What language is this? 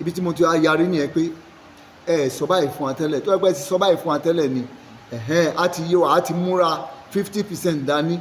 Yoruba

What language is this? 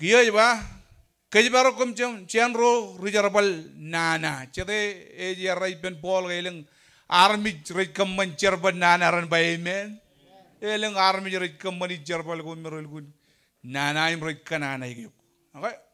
Marshallese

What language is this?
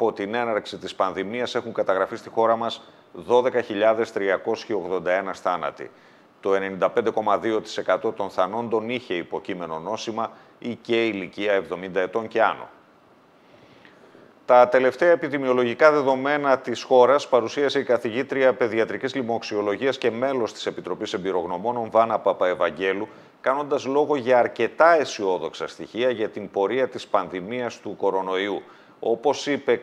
Greek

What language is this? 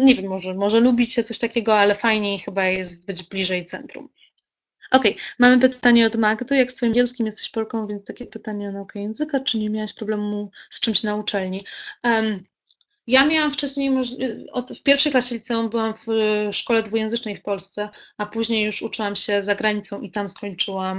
Polish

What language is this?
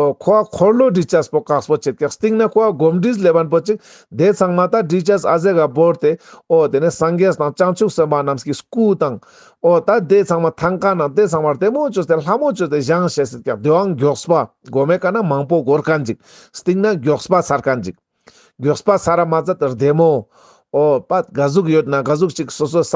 Ladakhi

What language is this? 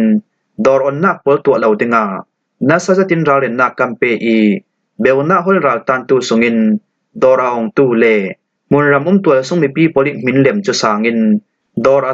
Falam Chin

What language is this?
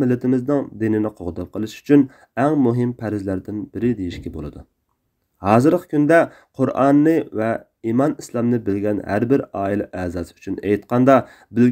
Uyghur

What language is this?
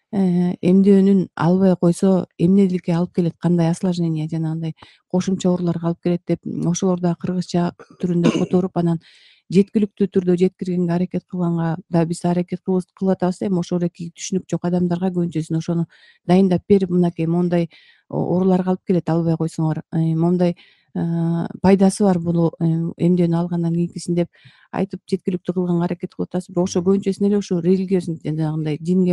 Kyrgyz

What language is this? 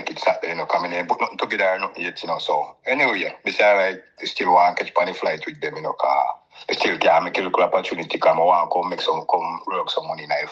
Jamaican Creole English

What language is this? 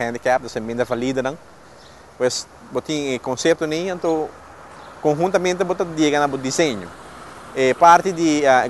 Papiamento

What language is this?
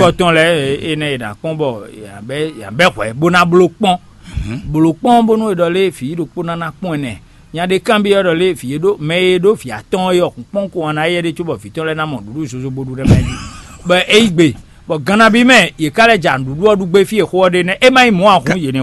Fon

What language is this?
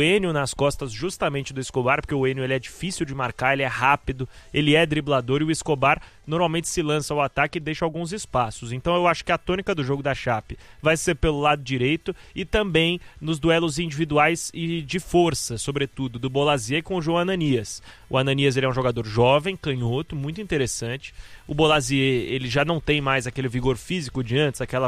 Portuguese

